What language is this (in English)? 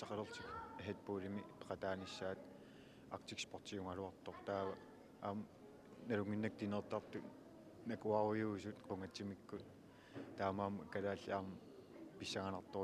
Kalaallisut